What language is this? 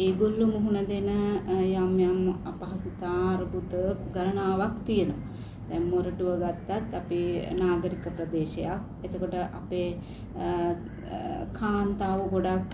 Sinhala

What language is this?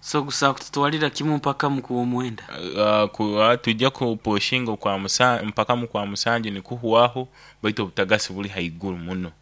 Nyoro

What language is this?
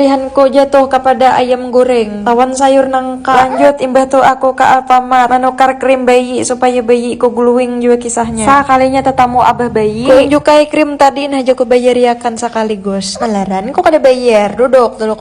Banjar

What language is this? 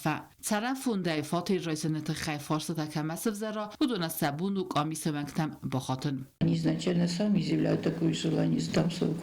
Ossetic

